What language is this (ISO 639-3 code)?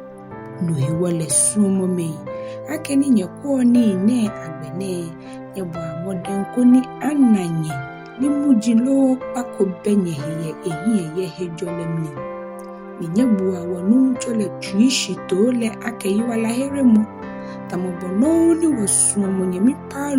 gaa